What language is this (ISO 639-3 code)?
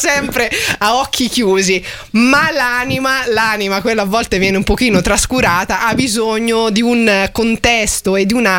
ita